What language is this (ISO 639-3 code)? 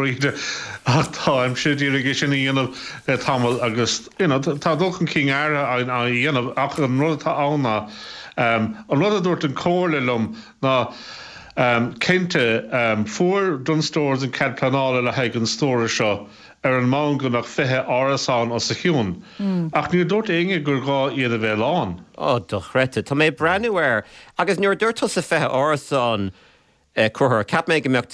gle